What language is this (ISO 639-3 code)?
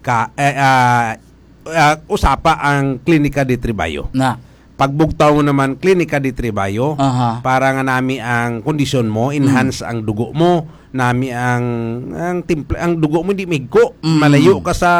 hil